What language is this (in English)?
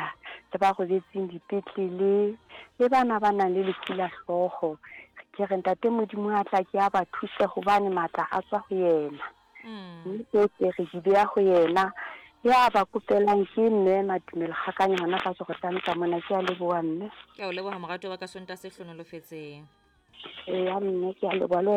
Southern Sotho